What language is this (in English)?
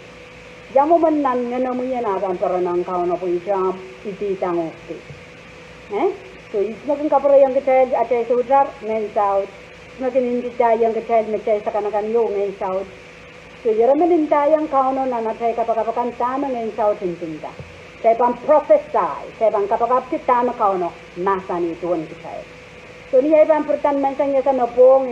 Pohnpeian